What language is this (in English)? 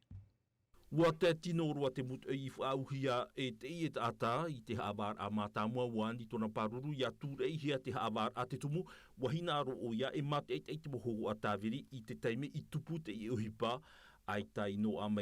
Tahitian